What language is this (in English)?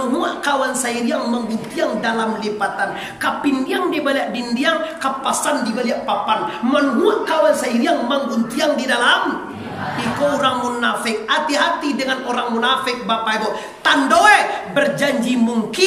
Minangkabau